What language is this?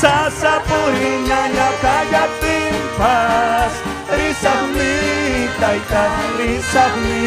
Ayacucho Quechua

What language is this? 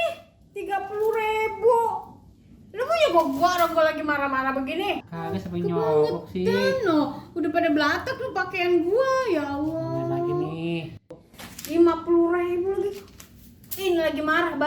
Betawi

